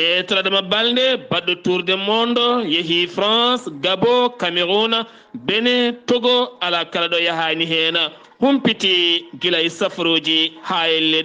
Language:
Fula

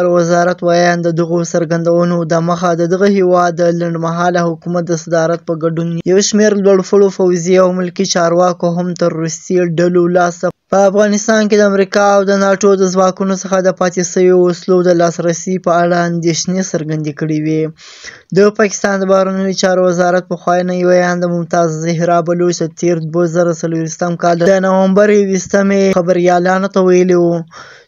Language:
Pashto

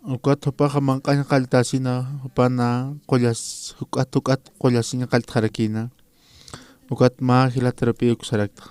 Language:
Aymara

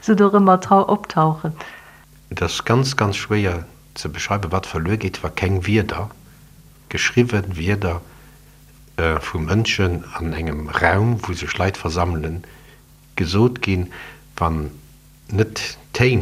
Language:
Luxembourgish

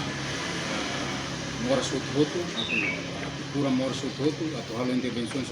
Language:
Tetum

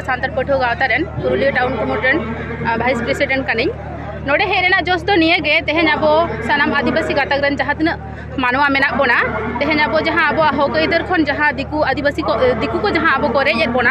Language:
Santali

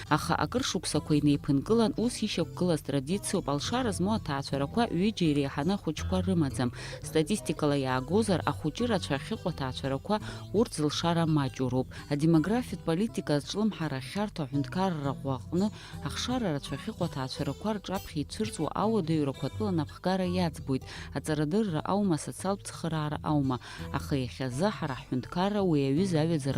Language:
Abkhazian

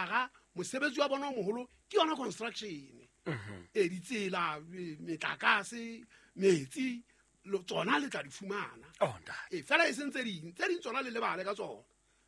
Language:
Southern Sotho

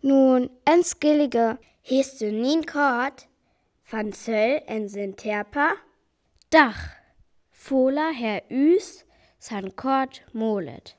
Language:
Northern Frisian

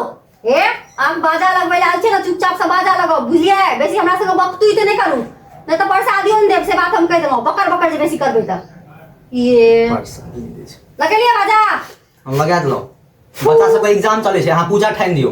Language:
Maithili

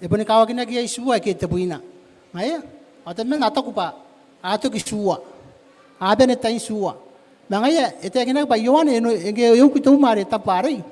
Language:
Gilbertese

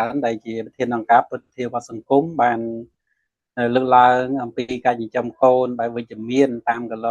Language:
Khmer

